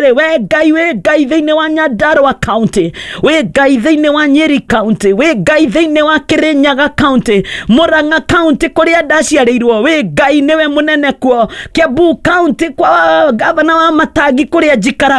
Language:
Kikuyu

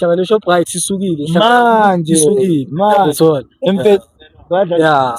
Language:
Zulu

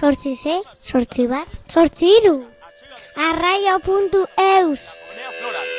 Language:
Basque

